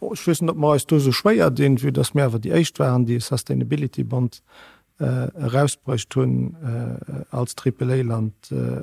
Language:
Luxembourgish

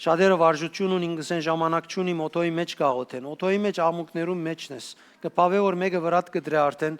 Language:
Western Armenian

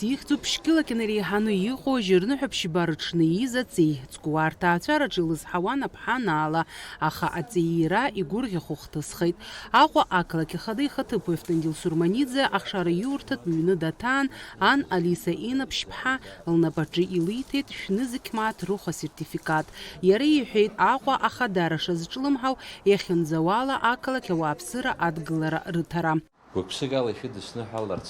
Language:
Abkhazian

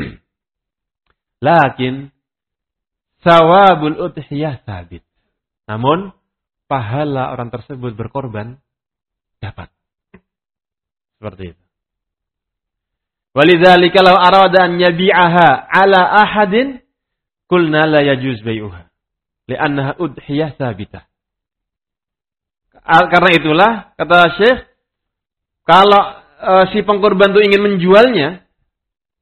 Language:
Indonesian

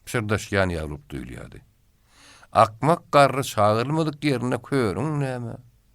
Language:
Turkmen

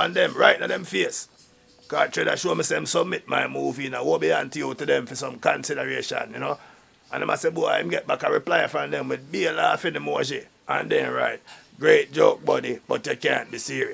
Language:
Jamaican Creole English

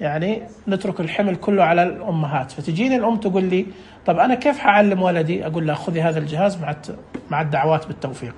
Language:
Najdi Arabic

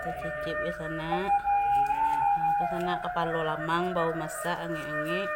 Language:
Minangkabau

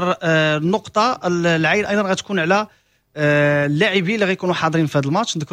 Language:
Moroccan Arabic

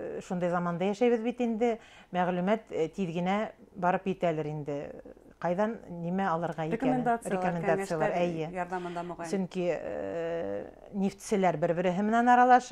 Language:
Bashkir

